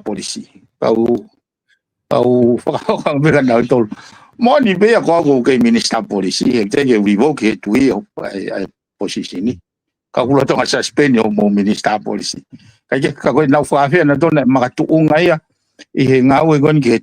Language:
Tongan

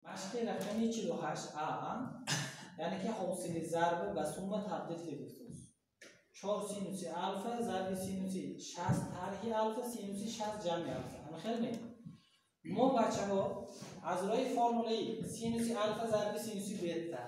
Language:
Tajik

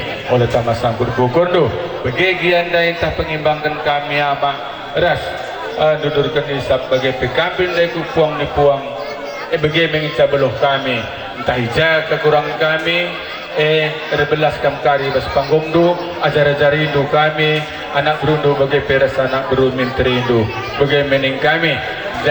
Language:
Batak Karo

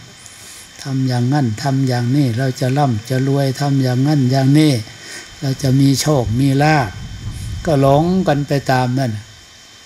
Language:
Thai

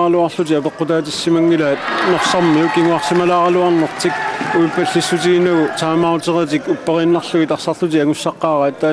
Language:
Kalaallisut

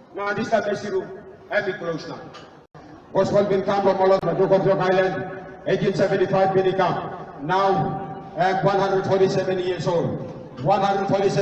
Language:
Tok Pisin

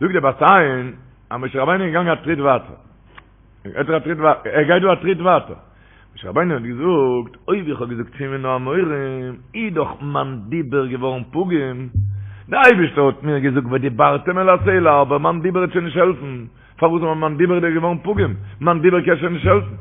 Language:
Yiddish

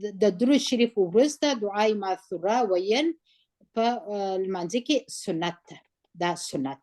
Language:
Pashto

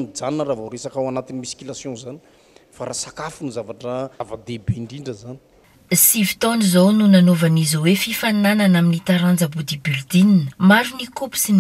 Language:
Malagasy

